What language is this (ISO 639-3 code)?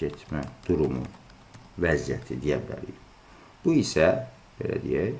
aze